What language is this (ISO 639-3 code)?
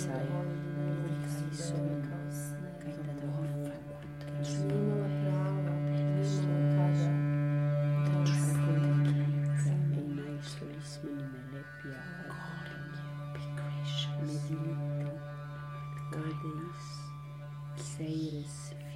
ell